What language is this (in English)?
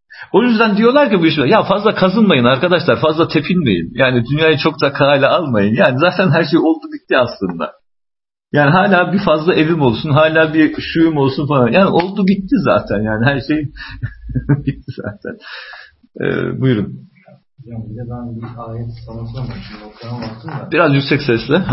Turkish